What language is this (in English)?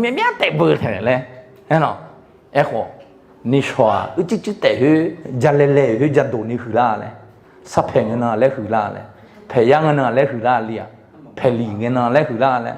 Akha